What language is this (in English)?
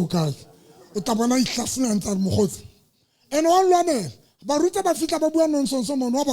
Southern Sotho